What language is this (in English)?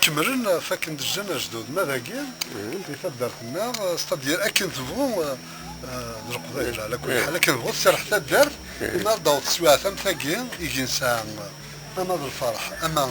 Kabyle